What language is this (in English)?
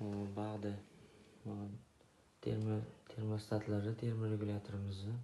Uzbek